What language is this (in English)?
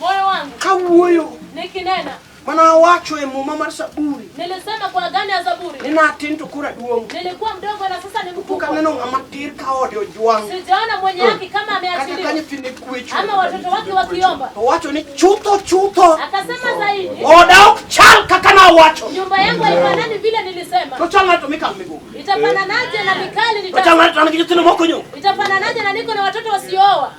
Luo (Kenya and Tanzania)